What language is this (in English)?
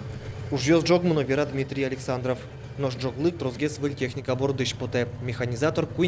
Udmurt